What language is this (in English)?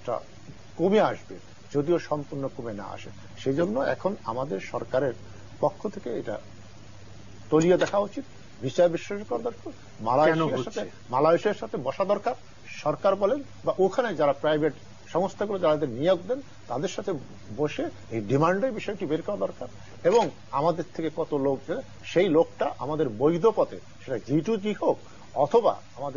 Bangla